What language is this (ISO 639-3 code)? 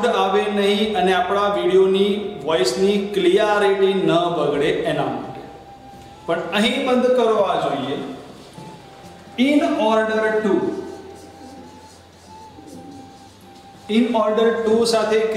guj